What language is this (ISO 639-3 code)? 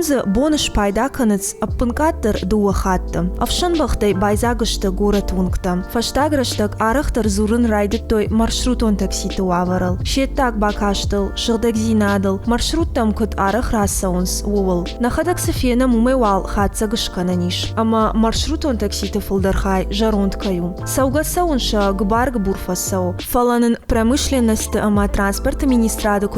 oss